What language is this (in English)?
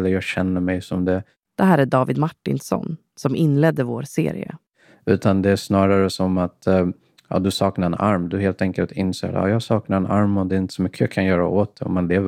Swedish